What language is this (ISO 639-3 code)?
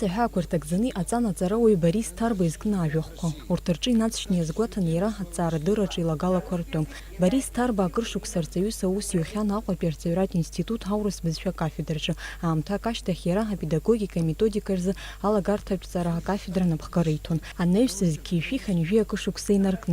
abk